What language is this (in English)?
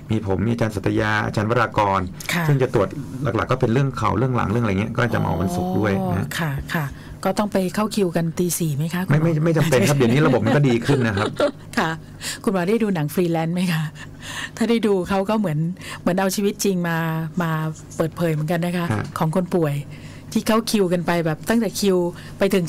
Thai